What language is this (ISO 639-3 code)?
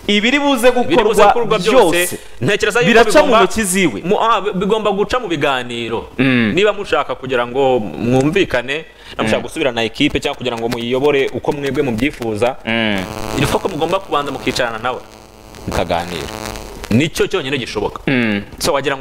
kin